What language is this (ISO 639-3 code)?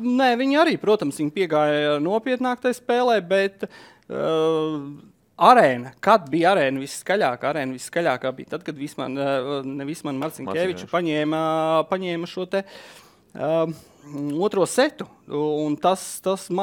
lav